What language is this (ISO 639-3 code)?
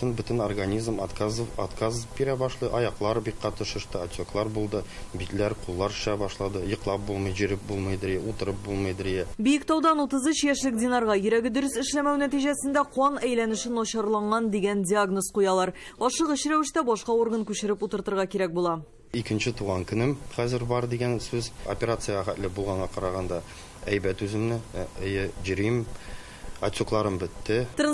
tat